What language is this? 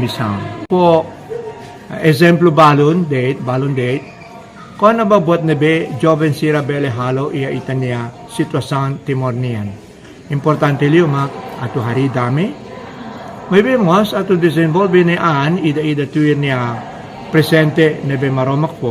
Tetum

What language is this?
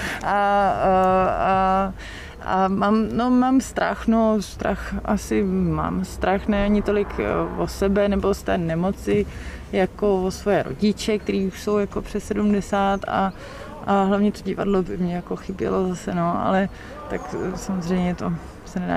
Czech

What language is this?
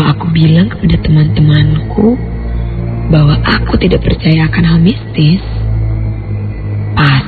Indonesian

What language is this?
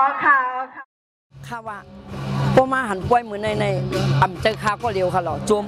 Shan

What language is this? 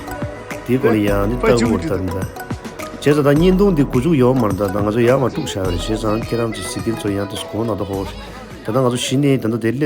Tibetan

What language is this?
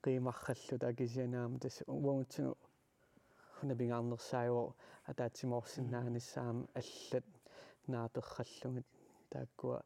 Kalaallisut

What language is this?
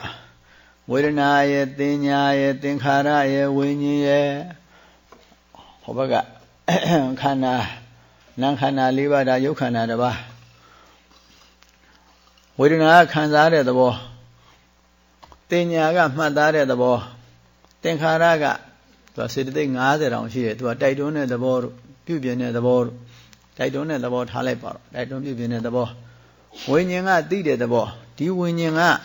Burmese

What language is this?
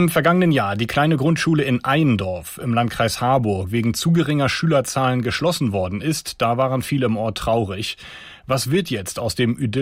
German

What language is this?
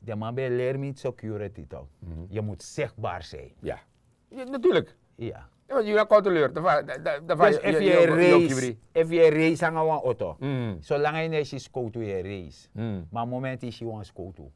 Sranan Tongo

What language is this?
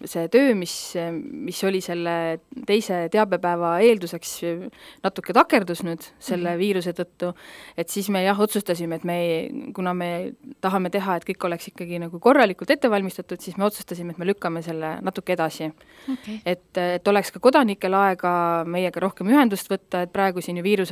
Estonian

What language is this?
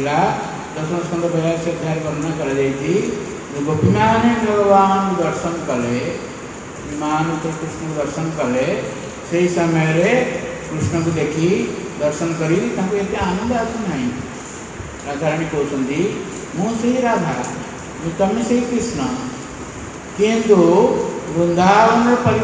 Odia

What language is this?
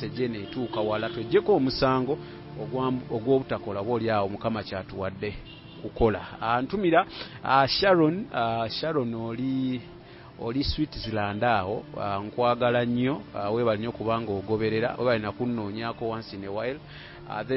Ganda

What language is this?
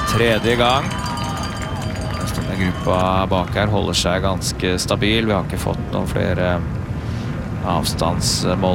Norwegian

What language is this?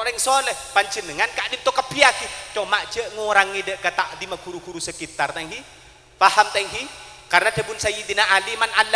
Madurese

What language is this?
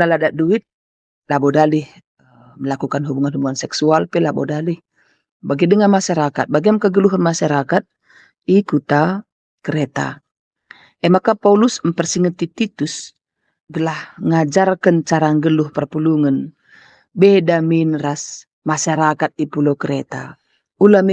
Batak Karo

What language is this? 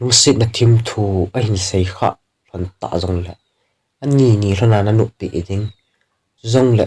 Thado Chin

